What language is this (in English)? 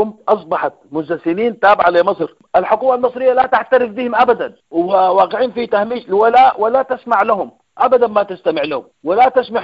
Sudanese Arabic